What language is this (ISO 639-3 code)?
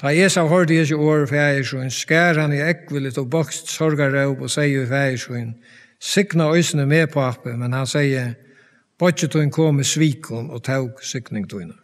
fao